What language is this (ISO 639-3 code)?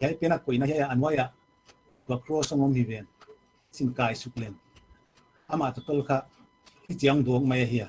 pck